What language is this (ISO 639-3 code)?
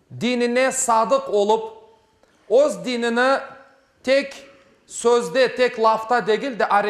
crh